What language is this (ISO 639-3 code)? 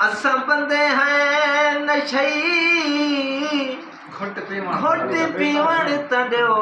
skr